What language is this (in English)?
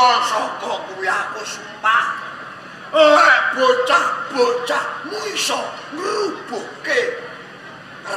Javanese